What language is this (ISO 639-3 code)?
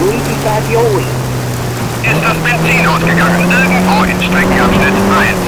bar